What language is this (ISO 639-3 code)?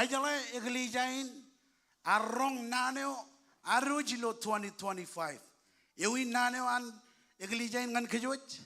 mah